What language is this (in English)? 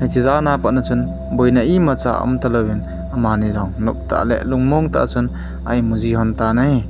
Thado Chin